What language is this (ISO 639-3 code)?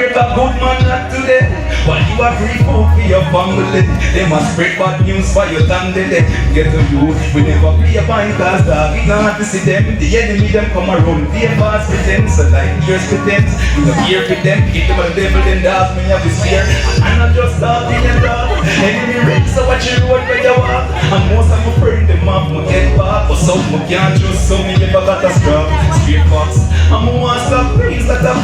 jam